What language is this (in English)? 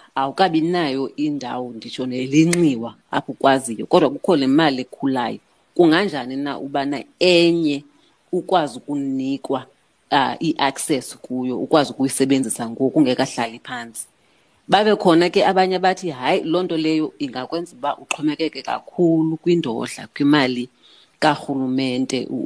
Xhosa